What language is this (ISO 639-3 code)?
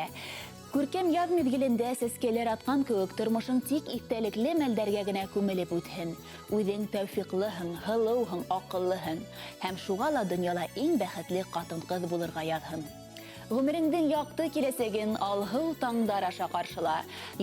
bak